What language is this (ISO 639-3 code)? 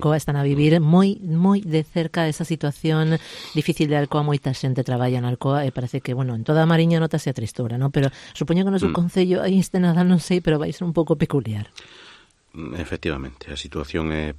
glg